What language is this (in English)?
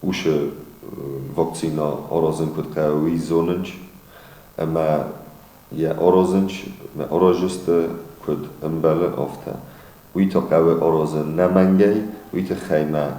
Ossetic